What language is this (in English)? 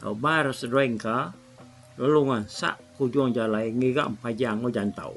Iban